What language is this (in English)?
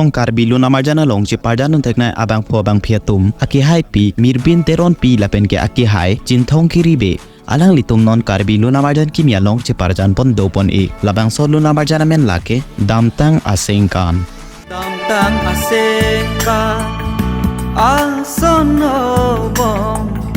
Karbi